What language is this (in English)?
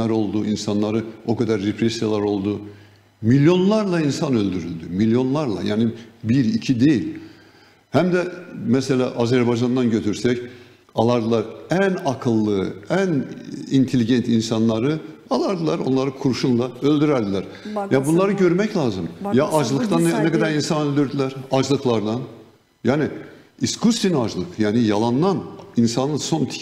Gagauz